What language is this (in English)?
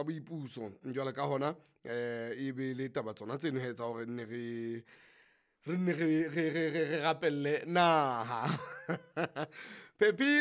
Southern Sotho